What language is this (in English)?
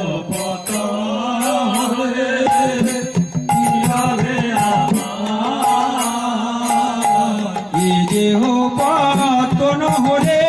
Bangla